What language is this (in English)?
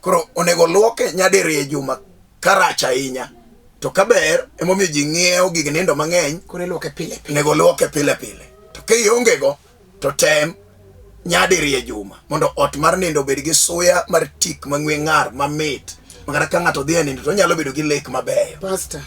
Luo (Kenya and Tanzania)